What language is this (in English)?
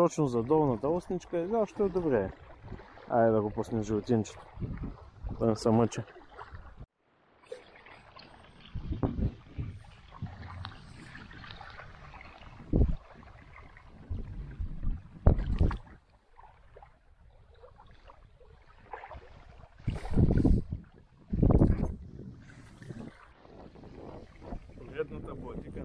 Bulgarian